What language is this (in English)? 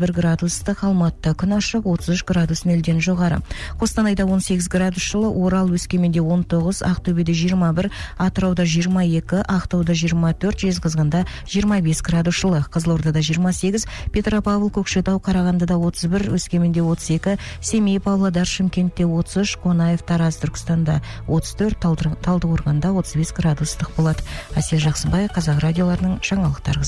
Kazakh